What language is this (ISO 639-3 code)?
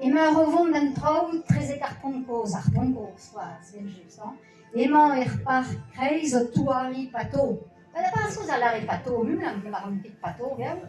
bre